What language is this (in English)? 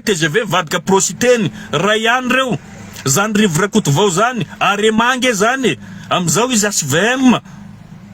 Malagasy